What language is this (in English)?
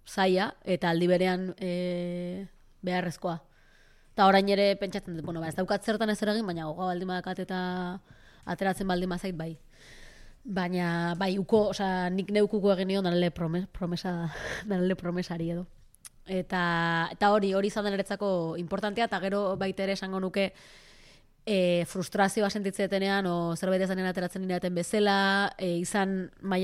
Basque